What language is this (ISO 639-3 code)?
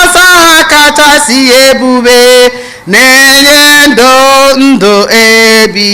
ibo